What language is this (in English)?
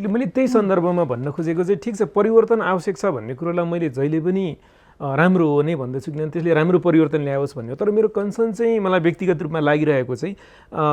Nepali